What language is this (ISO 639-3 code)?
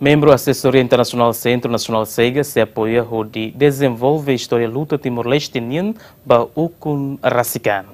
tet